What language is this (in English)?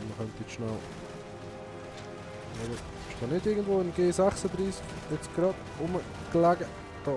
Swiss German